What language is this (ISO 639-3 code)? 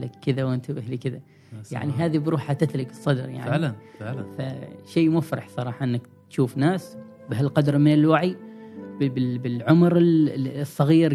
afb